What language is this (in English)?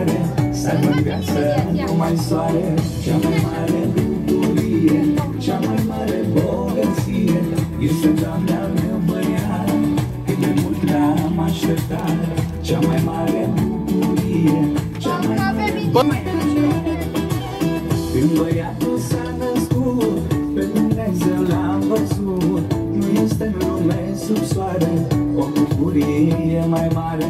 Romanian